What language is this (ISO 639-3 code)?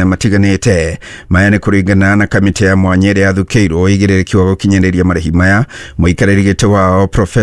kik